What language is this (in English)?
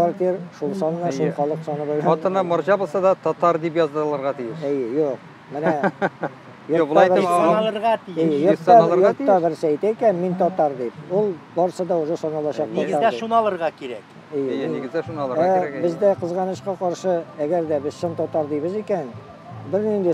Tatar